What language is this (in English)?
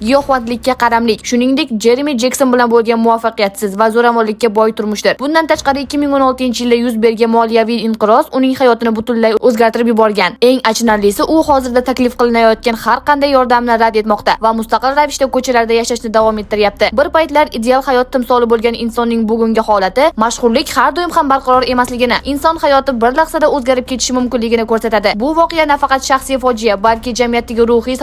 Uzbek